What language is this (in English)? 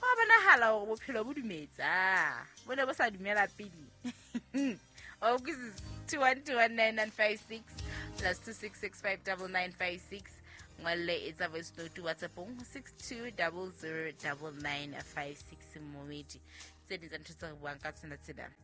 Southern Sotho